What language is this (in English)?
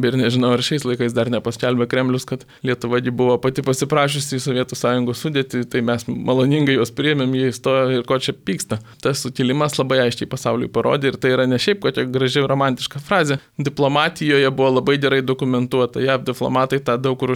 Lithuanian